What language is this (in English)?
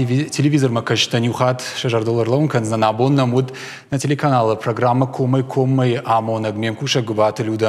Ossetic